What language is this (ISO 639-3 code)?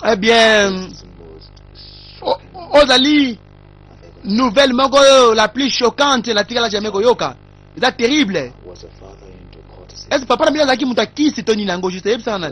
lin